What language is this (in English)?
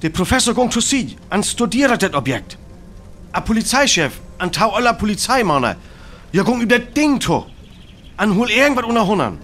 Northern Frisian